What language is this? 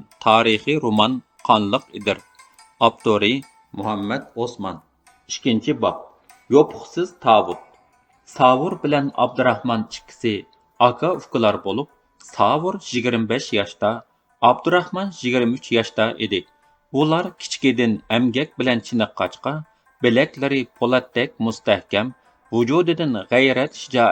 Uyghur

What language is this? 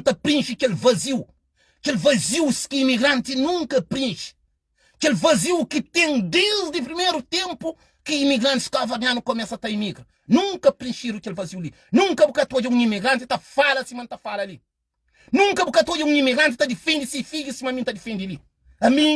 Kabuverdianu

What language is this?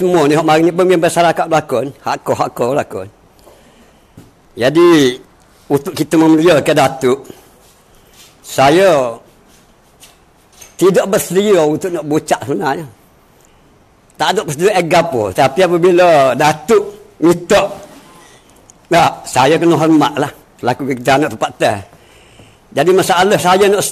Malay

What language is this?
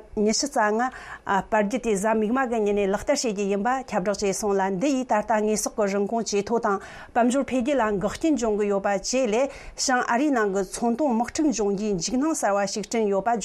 Tibetan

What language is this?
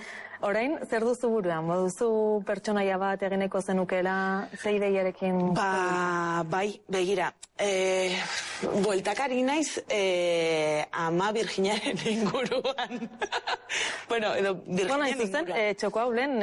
Basque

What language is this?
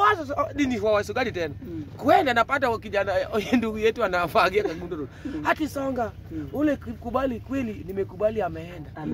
Swahili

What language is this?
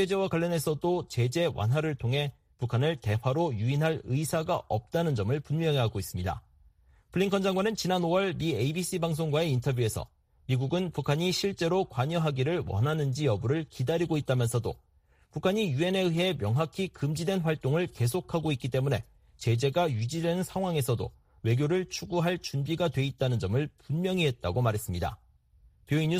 Korean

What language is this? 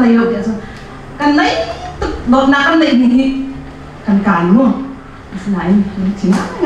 Hakha Chin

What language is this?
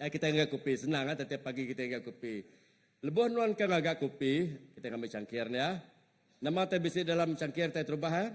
Iban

